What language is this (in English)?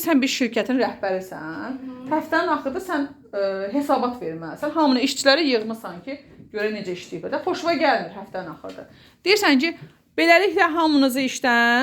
Azerbaijani